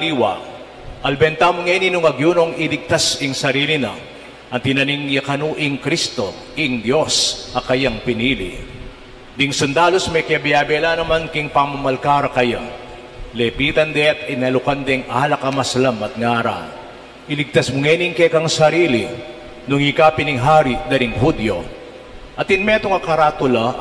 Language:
Pampanga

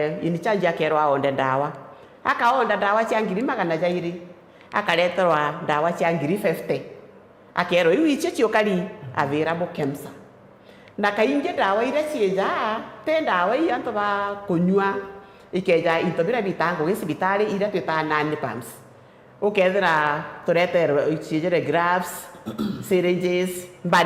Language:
Meru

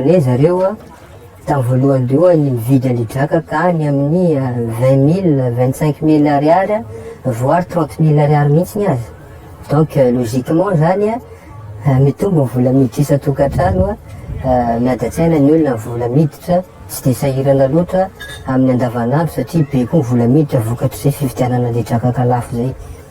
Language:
Malagasy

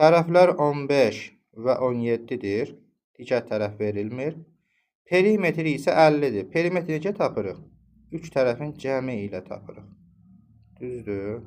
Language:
Azerbaijani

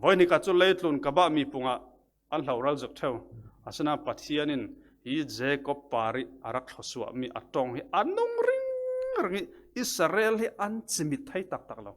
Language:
Falam Chin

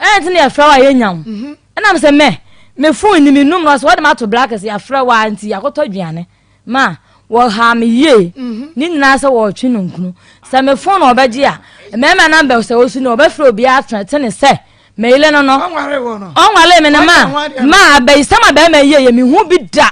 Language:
Akan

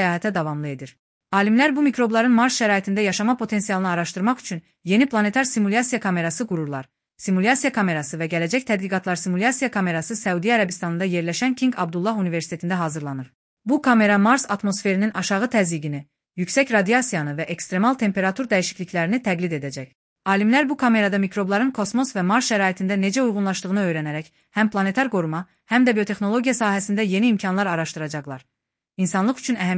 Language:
Azerbaijani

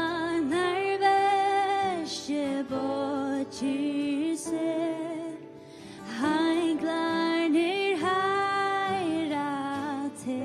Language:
Faroese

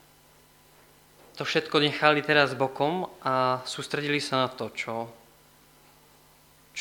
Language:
Slovak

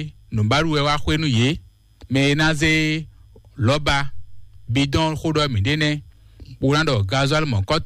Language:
Fon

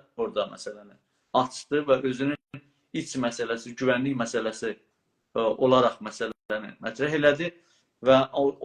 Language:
South Azerbaijani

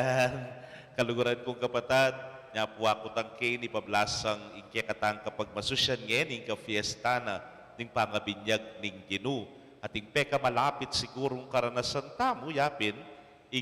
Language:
Pampanga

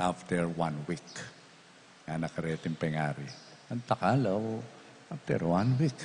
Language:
Pampanga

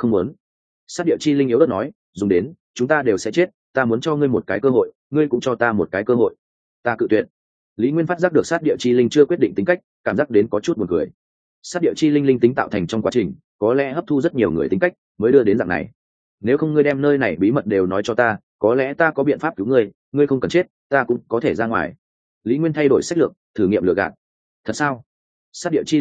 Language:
Vietnamese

